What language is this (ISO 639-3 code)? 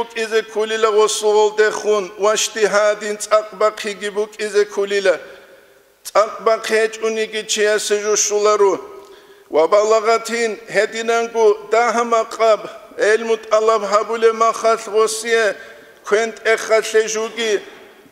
ava